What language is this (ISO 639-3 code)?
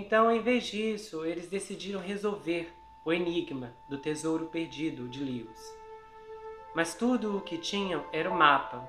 por